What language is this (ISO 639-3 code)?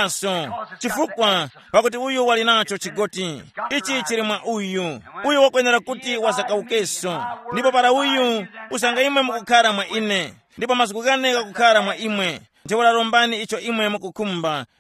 tum